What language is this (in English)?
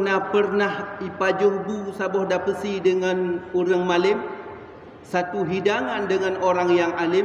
Achinese